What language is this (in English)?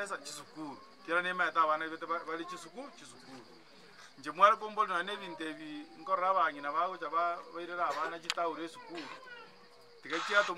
Gusii